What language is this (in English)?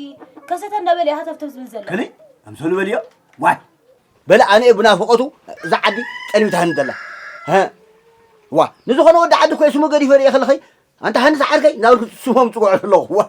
Tigrinya